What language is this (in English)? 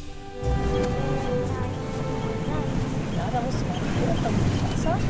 German